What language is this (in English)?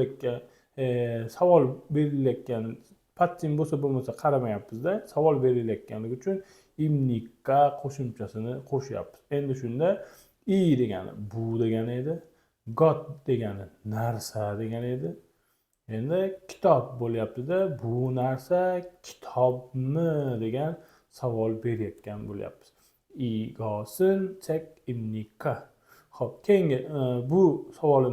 Uzbek